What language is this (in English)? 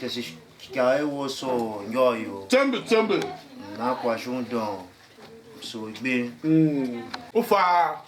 Tiv